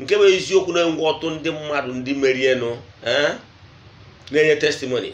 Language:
Igbo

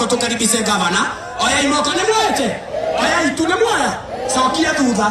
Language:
Kikuyu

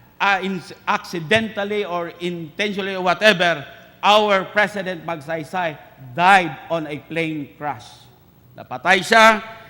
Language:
Hiligaynon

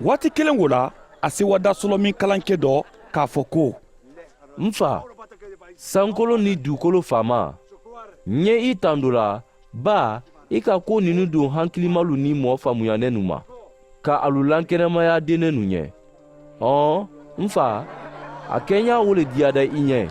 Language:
Mandingo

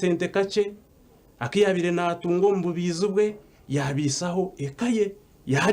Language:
Nyankole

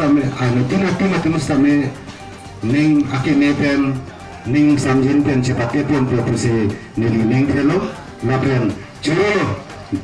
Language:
Karbi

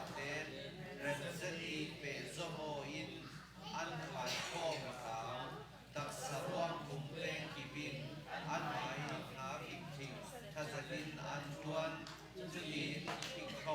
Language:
Falam Chin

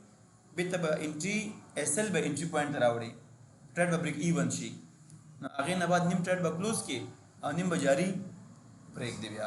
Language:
Pashto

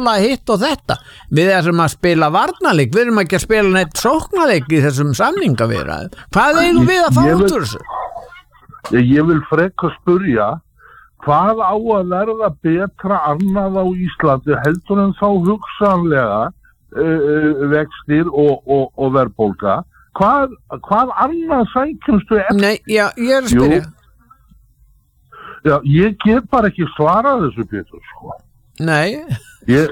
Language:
Icelandic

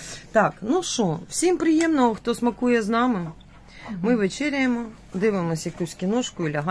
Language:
Ukrainian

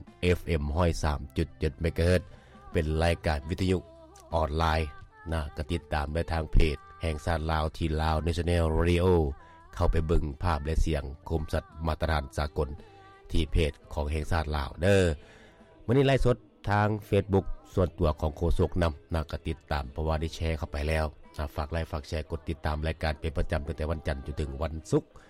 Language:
Lao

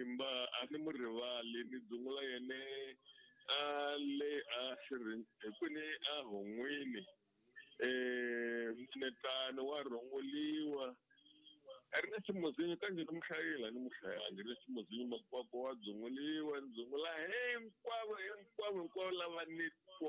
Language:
Tsonga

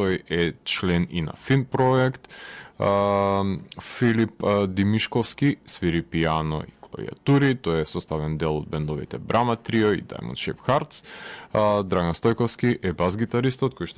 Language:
Macedonian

